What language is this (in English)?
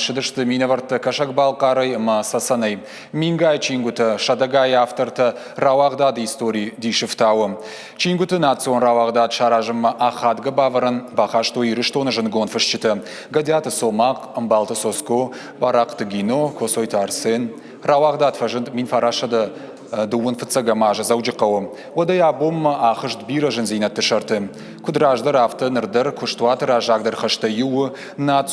Ossetic